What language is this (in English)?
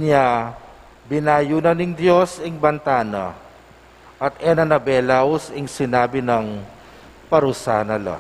Pampanga